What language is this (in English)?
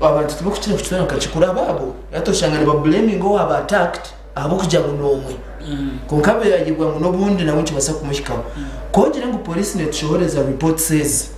Nyankole